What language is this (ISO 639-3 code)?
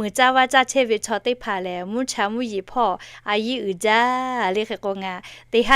lhu